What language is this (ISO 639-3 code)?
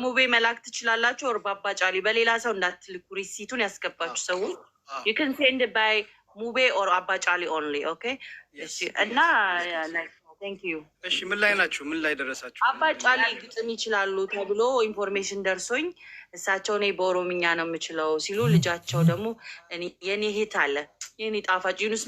amh